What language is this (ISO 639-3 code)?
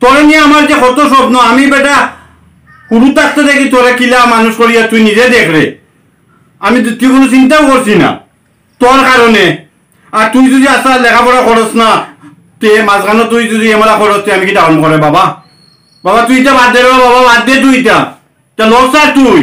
syl